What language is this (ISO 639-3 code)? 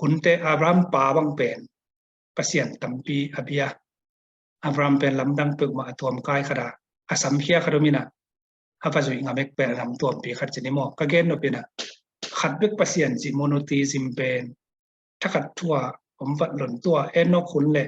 ctd